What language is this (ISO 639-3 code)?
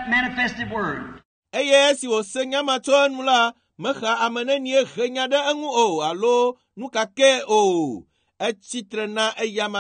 ewe